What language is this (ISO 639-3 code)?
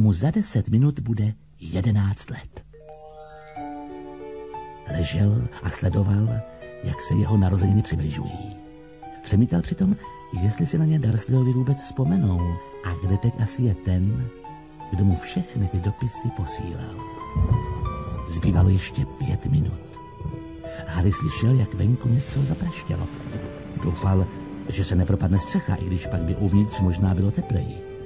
ces